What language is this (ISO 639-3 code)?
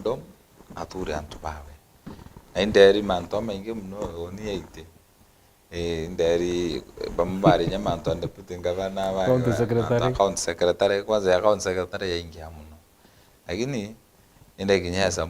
mer